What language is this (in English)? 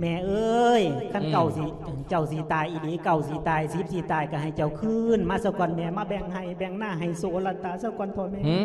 Lao